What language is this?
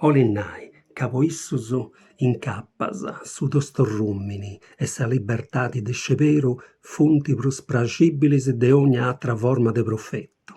Sardinian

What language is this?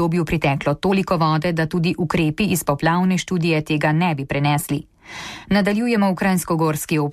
Slovenian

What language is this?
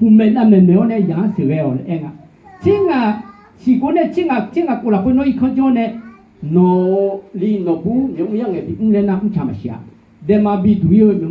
Akha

